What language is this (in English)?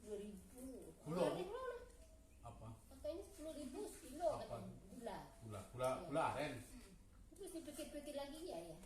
Minangkabau